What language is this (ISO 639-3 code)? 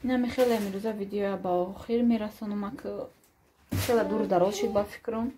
tgk